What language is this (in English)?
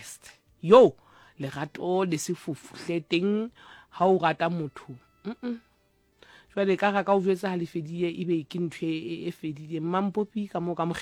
Southern Sotho